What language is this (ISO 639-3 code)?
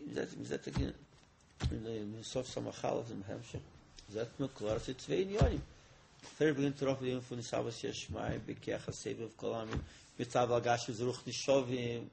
yid